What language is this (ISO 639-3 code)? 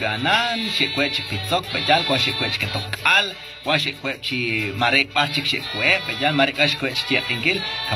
kek